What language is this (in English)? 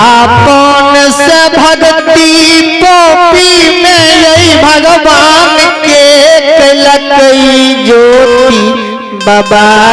Maithili